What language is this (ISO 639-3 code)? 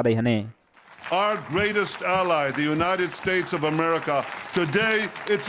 tet